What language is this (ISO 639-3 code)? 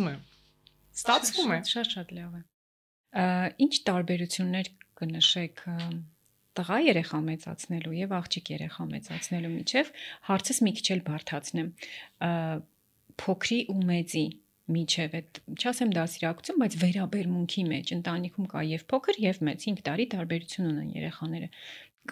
hye